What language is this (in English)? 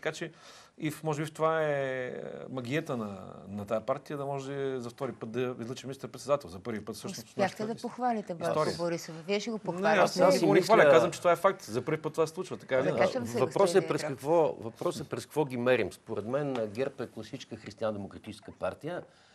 Bulgarian